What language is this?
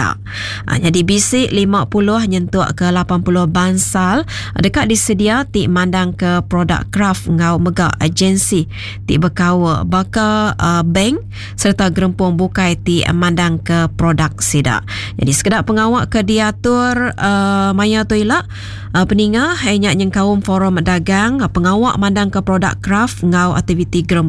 Iban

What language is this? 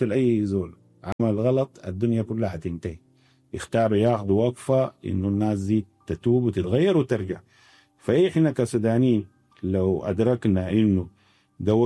Sudanese Arabic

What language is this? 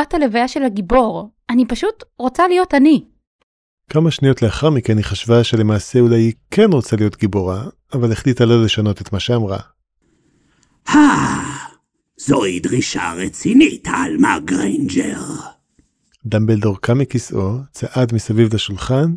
Hebrew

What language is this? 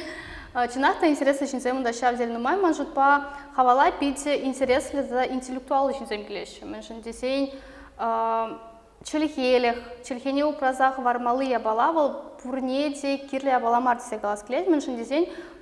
Chuvash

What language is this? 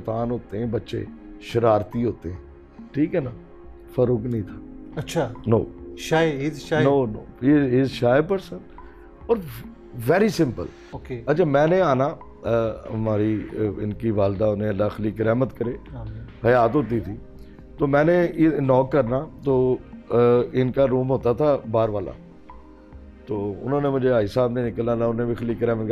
Urdu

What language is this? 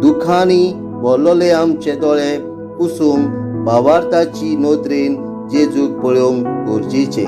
Konkani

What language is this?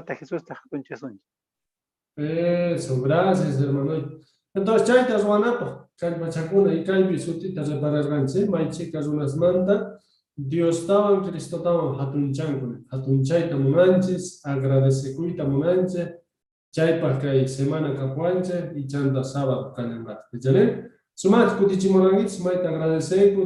Quechua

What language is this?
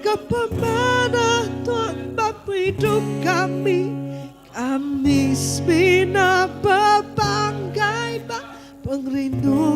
Iban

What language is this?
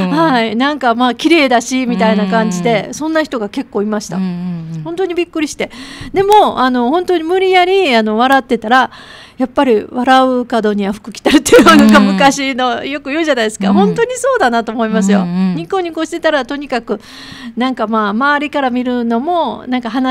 Japanese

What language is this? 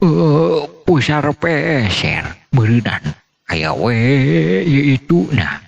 Sundanese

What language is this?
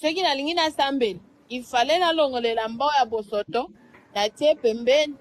Lingala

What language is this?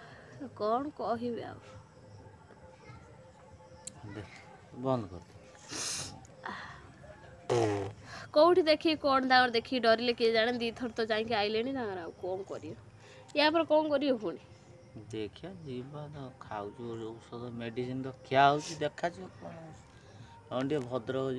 Odia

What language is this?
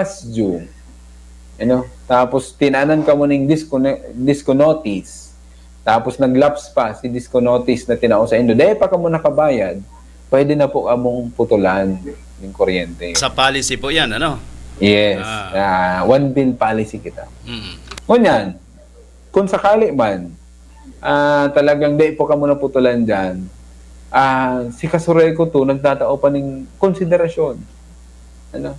Bikol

